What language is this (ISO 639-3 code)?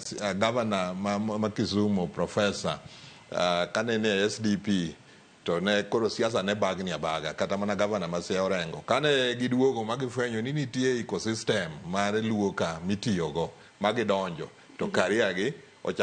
luo